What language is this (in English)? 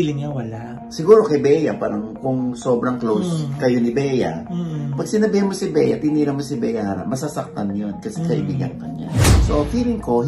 Filipino